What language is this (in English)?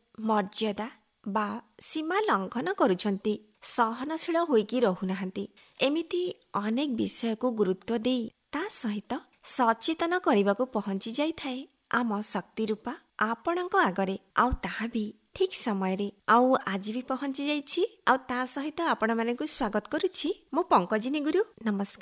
Odia